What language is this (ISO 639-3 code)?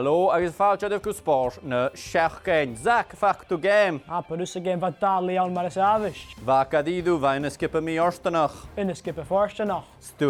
gla